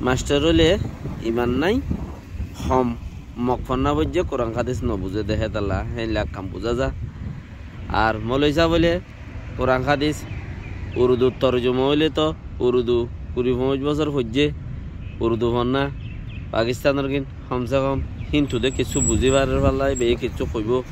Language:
Rohingya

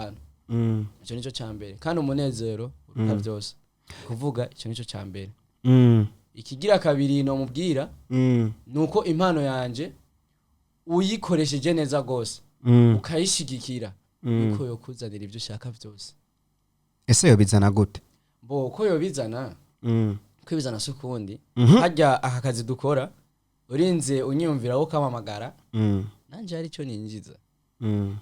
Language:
Rundi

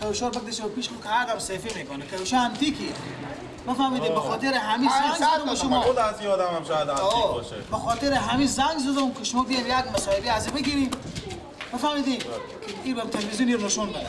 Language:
Persian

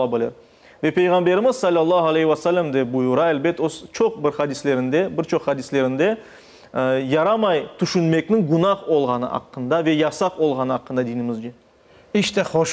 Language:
Crimean Tatar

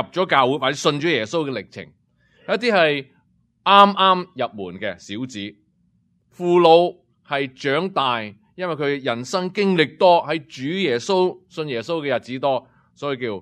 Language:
Cantonese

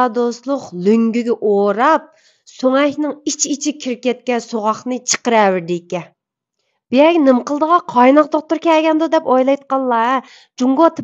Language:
Uyghur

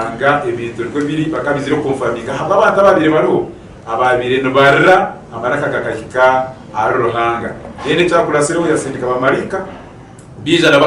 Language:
Nyankole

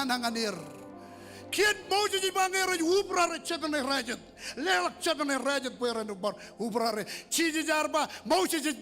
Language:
Marshallese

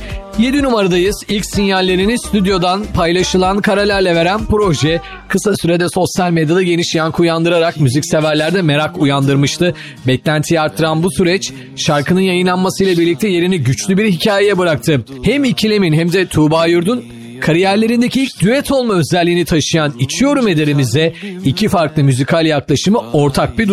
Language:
Turkish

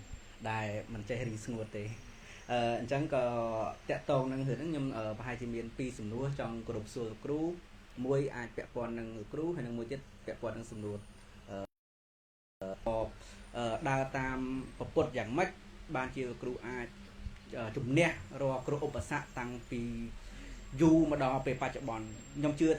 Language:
Khmer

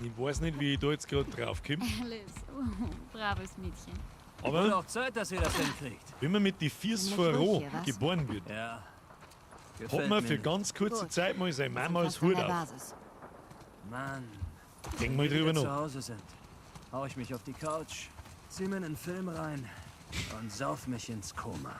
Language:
Bavarian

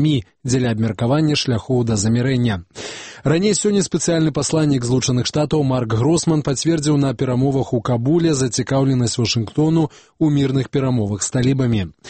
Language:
Belarusian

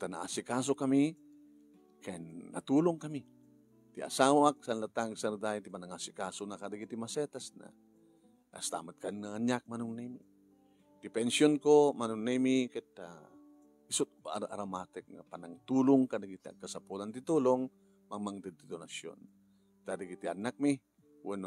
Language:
Iloko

